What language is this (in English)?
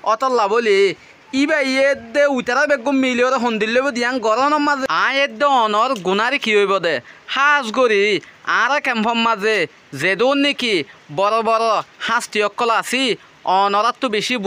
Rohingya